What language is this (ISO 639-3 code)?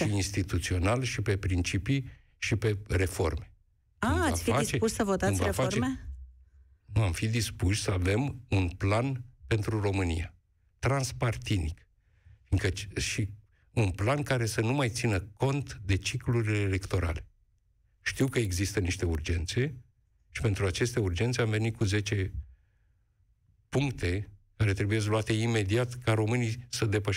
ron